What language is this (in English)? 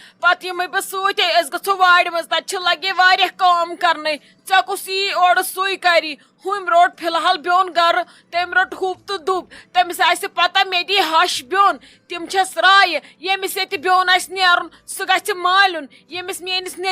Kashmiri